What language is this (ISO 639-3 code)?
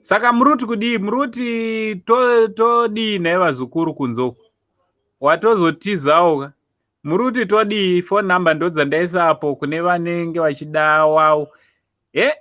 sna